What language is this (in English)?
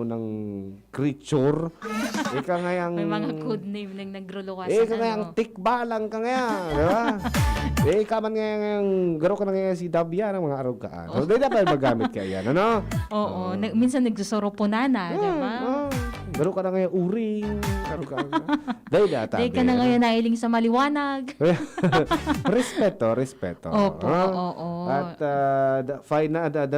Bikol